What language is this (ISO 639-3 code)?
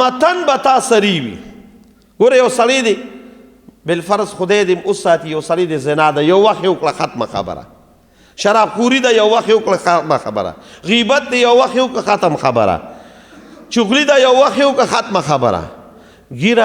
pus